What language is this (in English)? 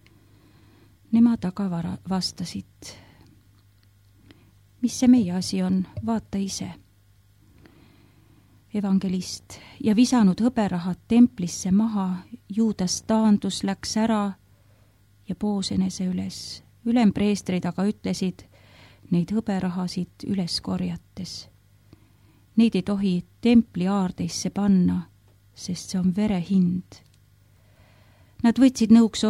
Estonian